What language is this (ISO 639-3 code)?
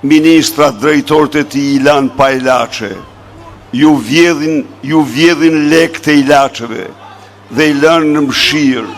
sqi